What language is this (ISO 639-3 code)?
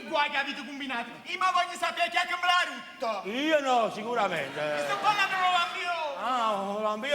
nap